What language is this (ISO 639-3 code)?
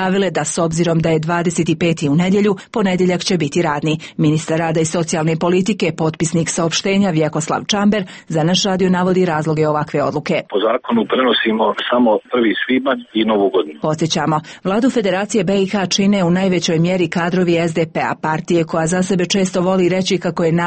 srp